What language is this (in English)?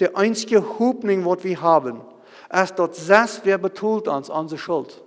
Plautdietsch